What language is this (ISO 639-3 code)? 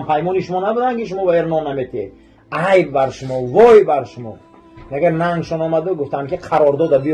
tgk